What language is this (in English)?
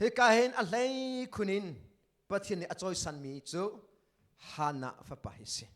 Hakha Chin